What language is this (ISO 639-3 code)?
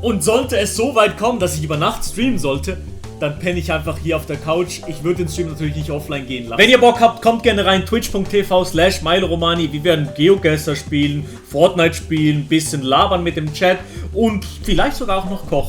gsw